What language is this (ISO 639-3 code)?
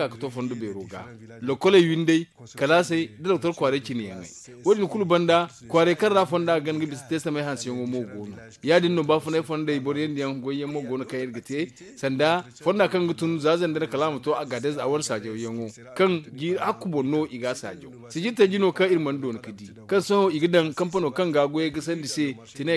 dje